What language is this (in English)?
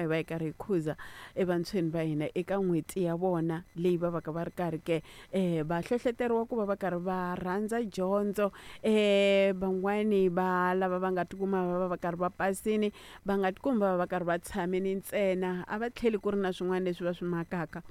Tsonga